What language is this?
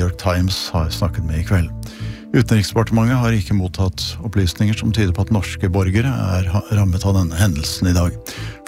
Norwegian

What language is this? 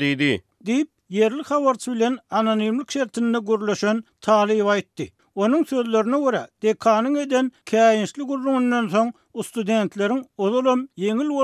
Turkmen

